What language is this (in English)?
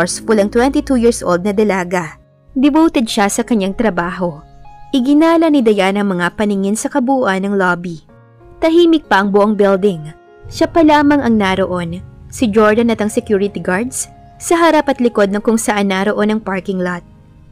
Filipino